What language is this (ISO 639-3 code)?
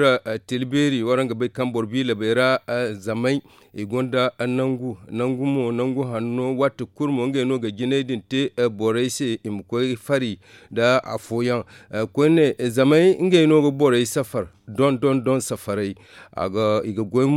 dje